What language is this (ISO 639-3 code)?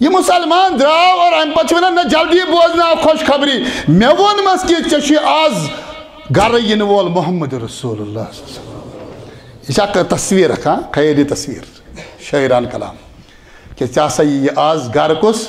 kas